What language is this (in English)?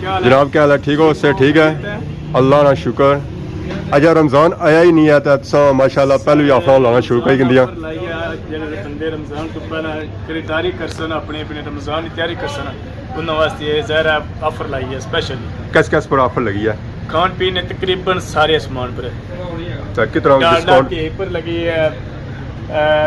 Pahari-Potwari